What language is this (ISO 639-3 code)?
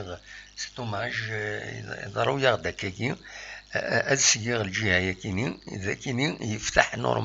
kab